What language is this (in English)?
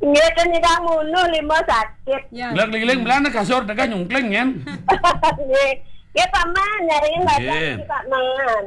Balinese